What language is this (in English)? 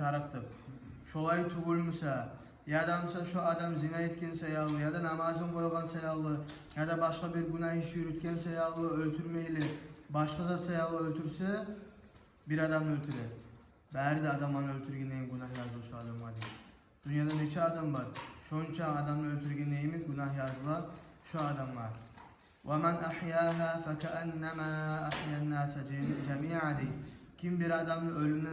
Kumyk